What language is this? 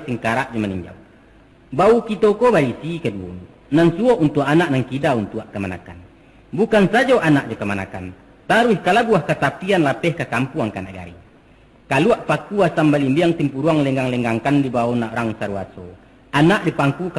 Minangkabau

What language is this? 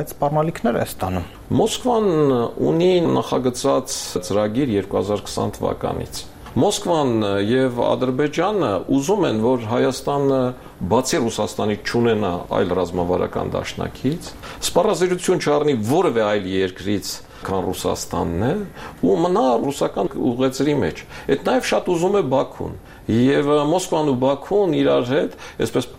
Armenian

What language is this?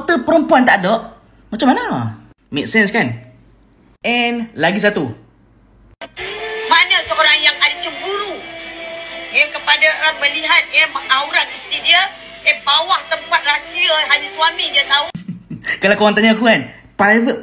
Malay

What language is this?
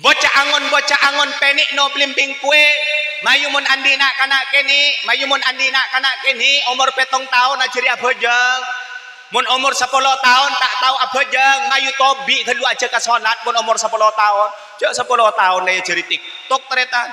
Madurese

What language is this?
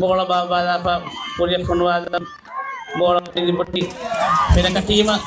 Divehi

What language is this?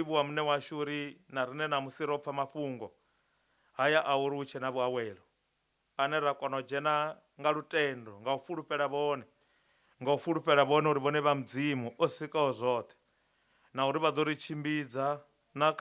Venda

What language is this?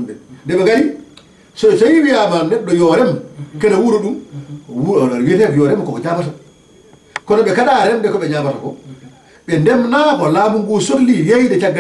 Fula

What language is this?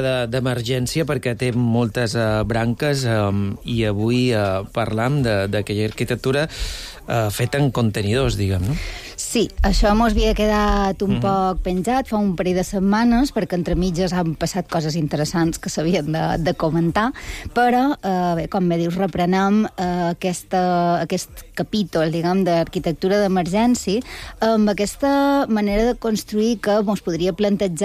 Catalan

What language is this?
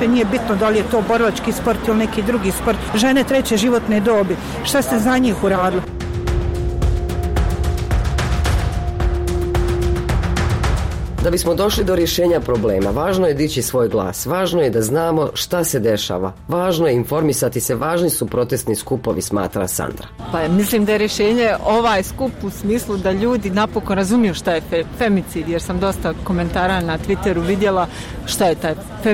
Bosnian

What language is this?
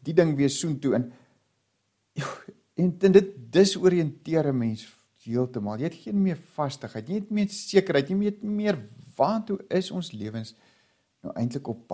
Afrikaans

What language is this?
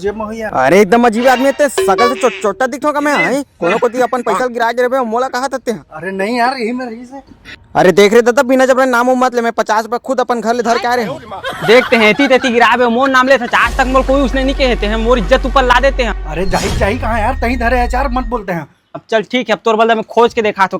Chhattisgarhi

